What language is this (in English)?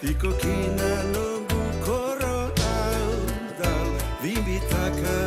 Fijian